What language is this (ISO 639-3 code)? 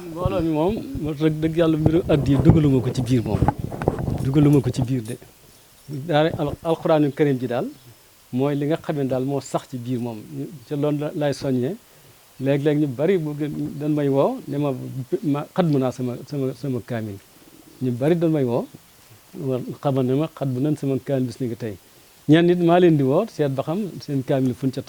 wol